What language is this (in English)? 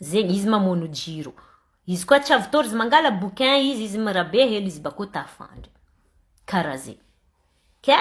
Malagasy